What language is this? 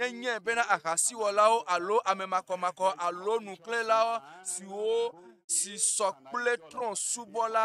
Ewe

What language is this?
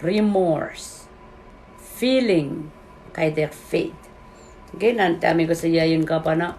Pohnpeian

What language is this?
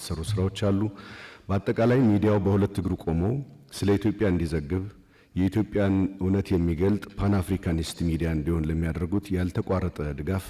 Amharic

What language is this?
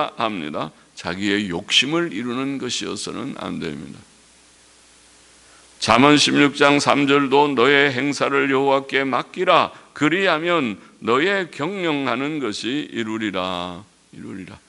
Korean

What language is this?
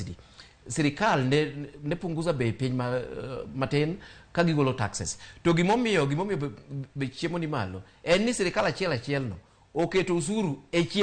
Luo (Kenya and Tanzania)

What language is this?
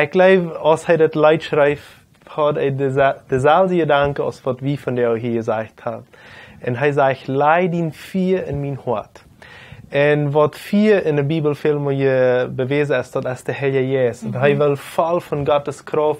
Plautdietsch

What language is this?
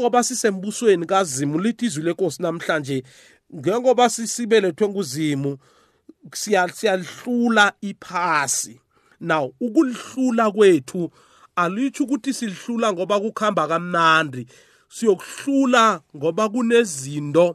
South Ndebele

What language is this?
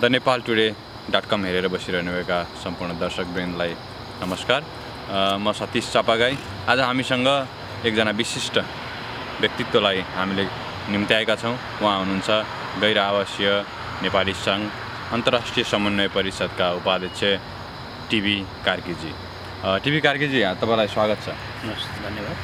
Nepali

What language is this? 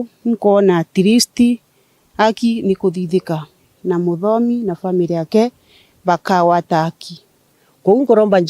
Meru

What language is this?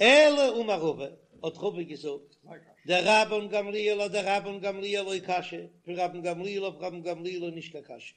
Yiddish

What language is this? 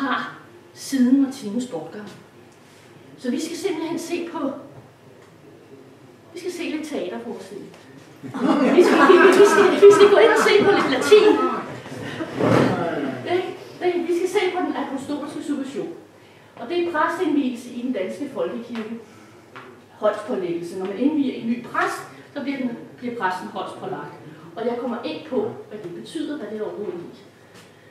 Danish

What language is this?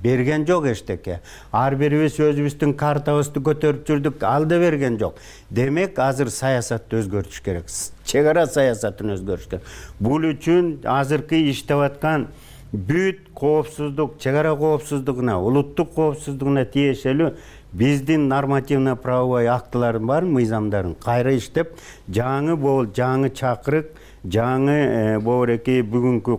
Kyrgyz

